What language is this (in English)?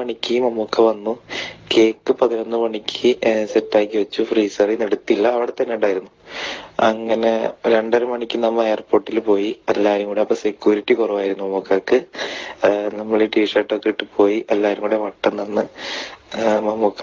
Malayalam